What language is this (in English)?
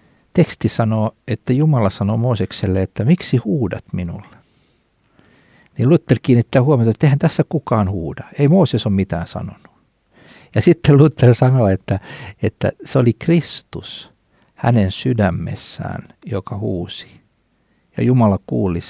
Finnish